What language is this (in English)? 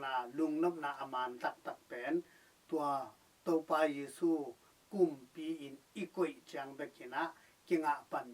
Tedim Chin